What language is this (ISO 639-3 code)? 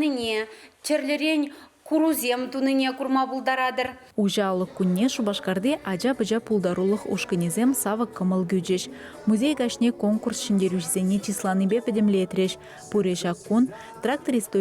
chv